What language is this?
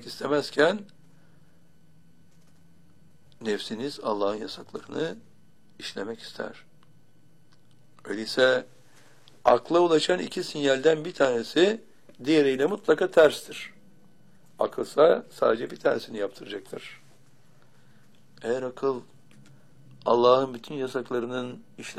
Turkish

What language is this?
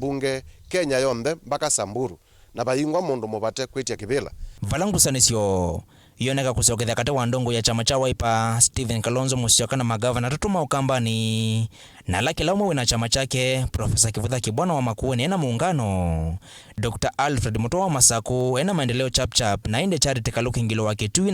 Kamba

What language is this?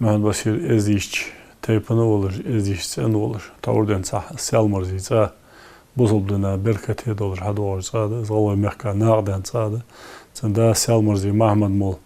Ingush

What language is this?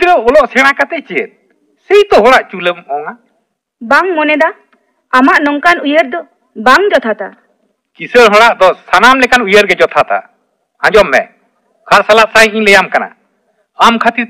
Santali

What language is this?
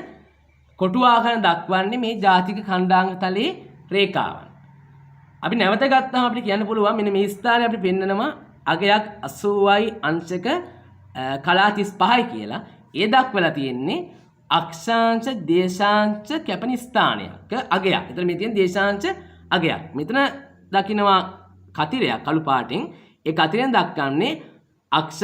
Sinhala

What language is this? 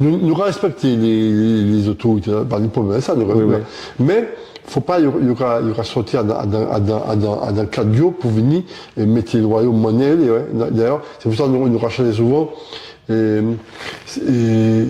Guadeloupean Creole French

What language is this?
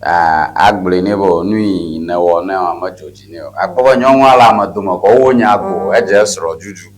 Ewe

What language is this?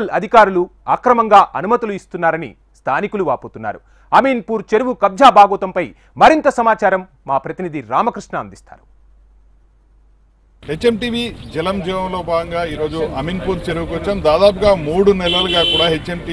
Telugu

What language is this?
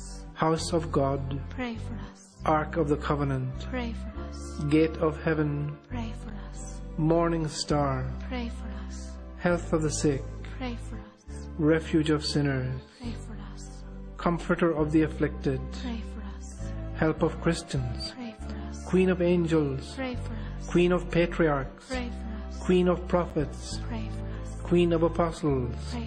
Waray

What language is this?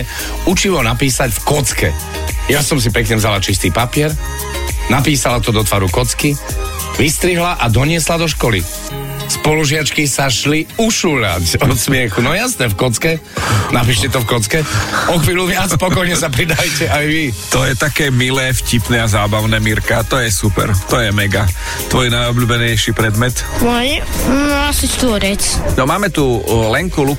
Slovak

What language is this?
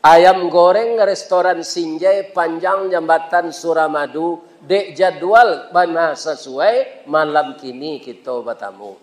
Minangkabau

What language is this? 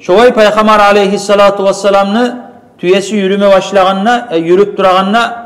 Kumyk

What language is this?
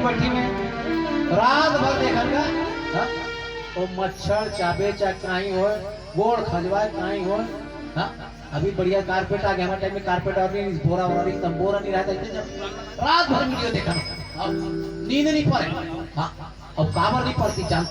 Chhattisgarhi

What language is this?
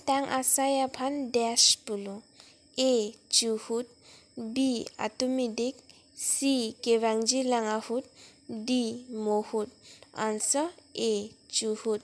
Karbi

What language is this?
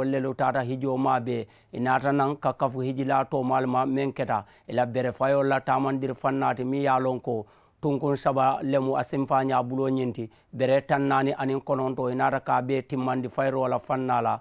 Mandingo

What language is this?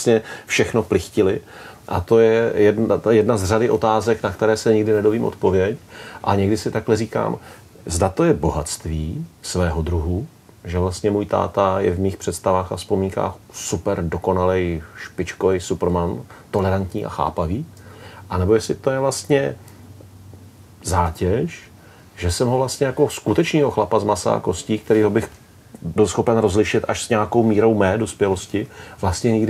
Czech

